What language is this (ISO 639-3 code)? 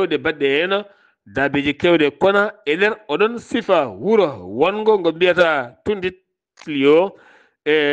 ful